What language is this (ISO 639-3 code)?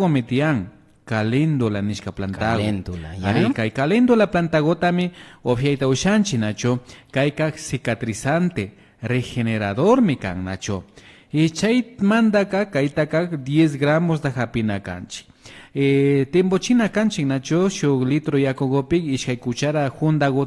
qvi